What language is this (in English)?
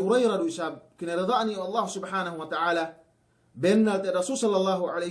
Yakan